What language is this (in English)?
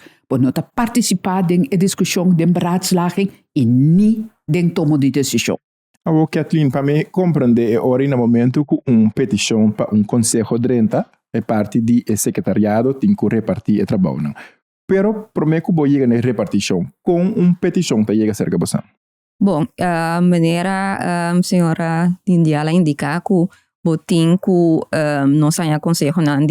Papiamento